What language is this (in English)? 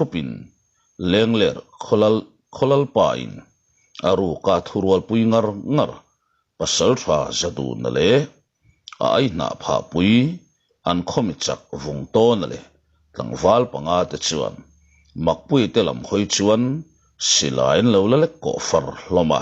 Mizo